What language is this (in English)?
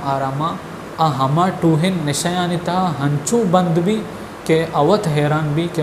Baluchi